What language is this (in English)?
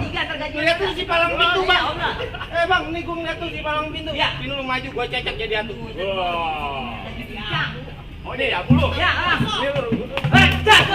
Betawi